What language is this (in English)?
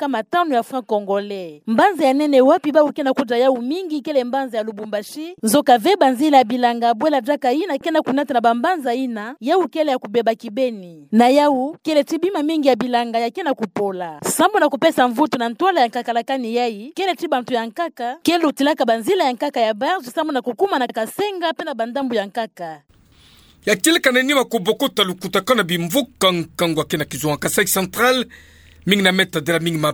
Kituba (Democratic Republic of Congo)